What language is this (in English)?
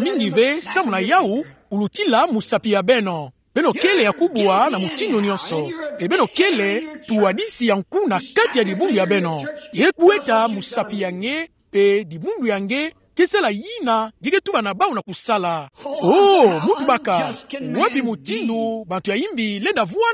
Kituba (Democratic Republic of Congo)